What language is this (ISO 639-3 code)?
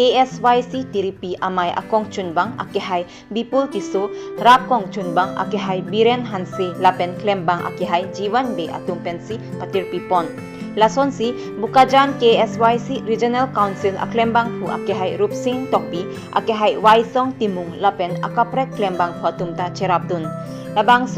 mjw